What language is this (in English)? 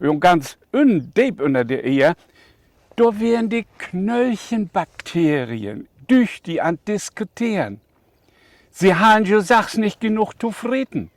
Low German